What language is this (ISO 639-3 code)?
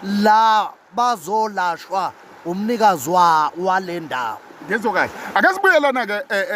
zul